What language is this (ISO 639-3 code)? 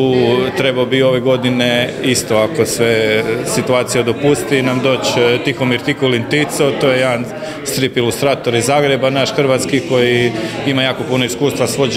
hrv